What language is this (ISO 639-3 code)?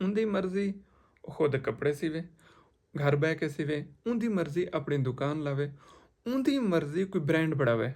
skr